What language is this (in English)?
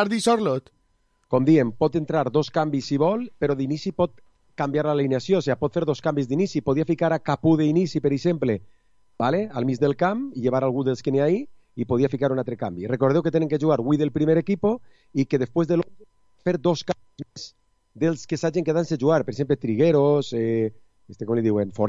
Catalan